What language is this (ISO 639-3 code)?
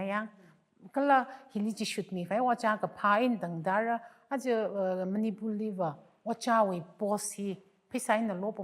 nmf